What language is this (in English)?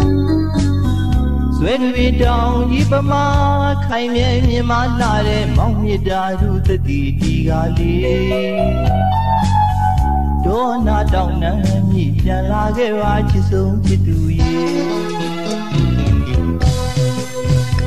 Burmese